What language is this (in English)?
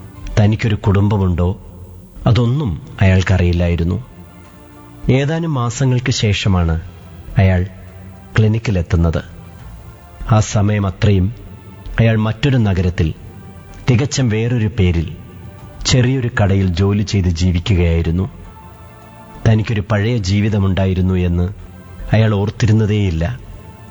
Malayalam